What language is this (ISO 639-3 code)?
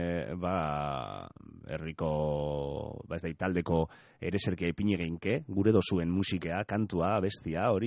eus